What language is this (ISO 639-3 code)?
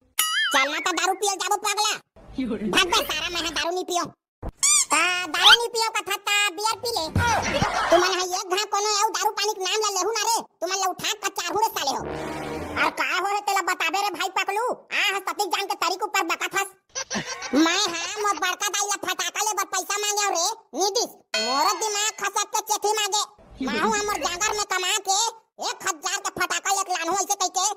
hne